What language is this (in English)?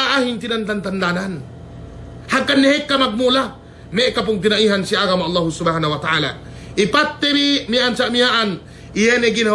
Yakan